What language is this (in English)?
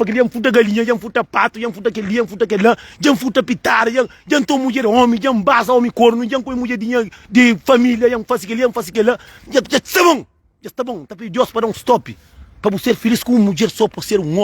Kabuverdianu